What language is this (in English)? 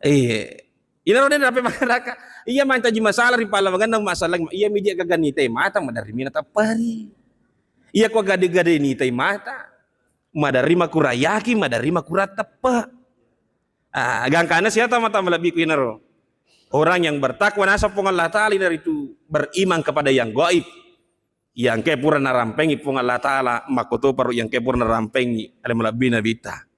Buginese